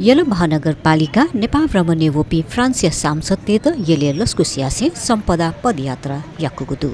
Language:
Newari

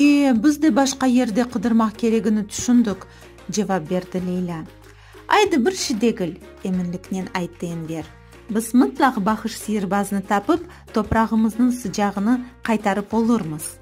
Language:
Crimean Tatar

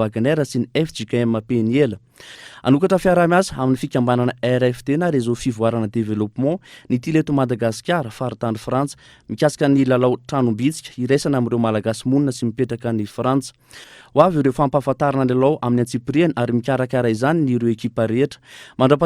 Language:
Malagasy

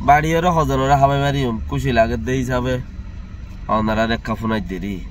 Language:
Rohingya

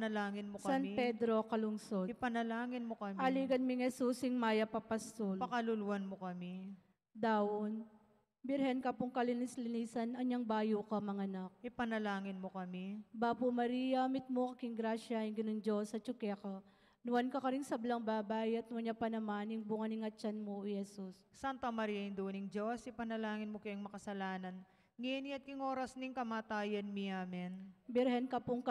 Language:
Pampanga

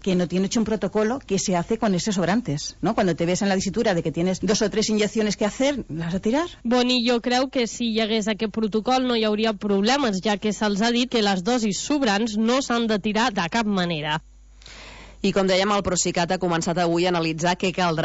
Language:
Catalan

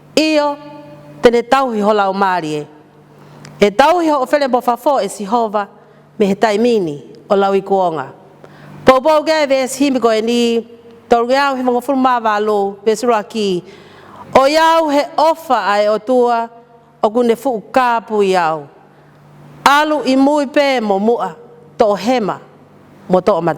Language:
Tongan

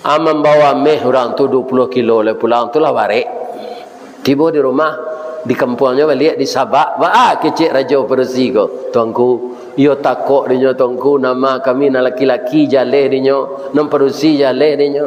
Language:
Minangkabau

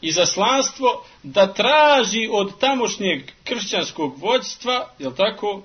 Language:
Bosnian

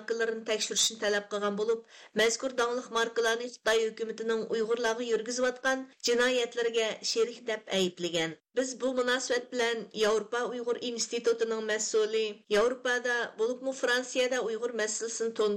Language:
Uyghur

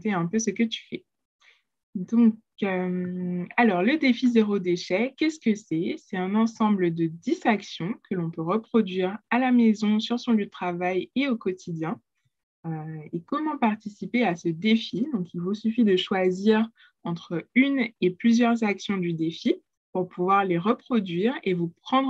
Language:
French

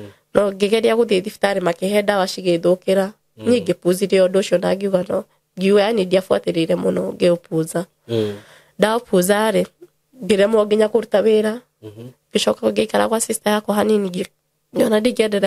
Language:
Kikuyu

